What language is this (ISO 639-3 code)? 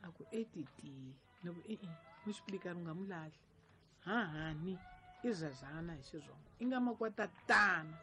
tso